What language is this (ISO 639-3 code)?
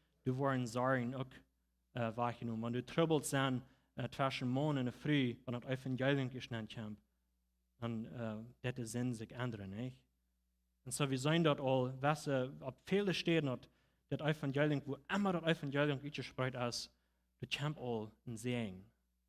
pdt